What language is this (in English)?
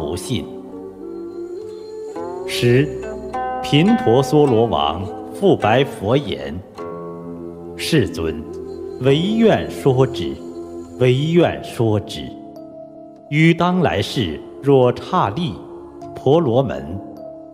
Chinese